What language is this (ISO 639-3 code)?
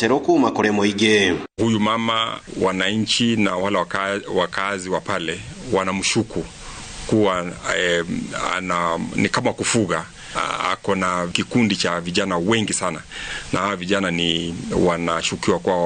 kik